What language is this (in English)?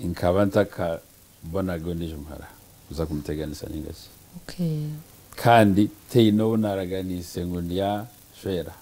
Nyankole